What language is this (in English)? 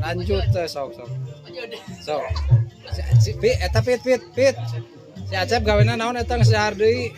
Sundanese